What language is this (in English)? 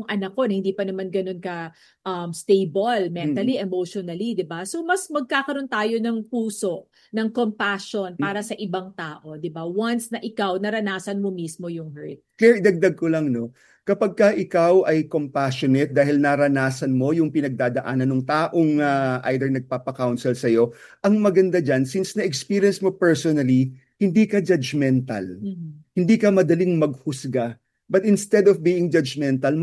Filipino